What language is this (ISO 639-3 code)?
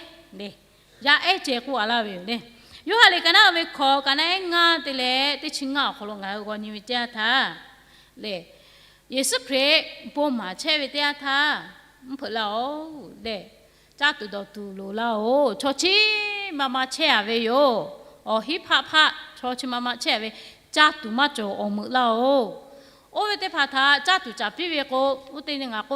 lhu